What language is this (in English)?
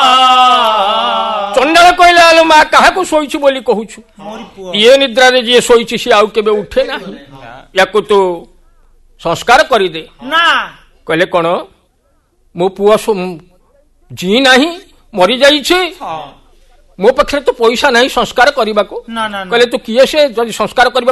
Odia